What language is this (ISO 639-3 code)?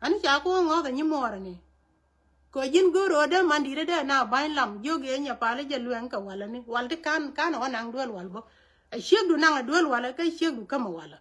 nus